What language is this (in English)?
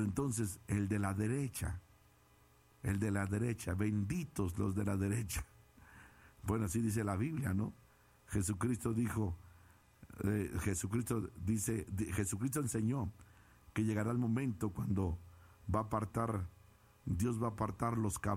Spanish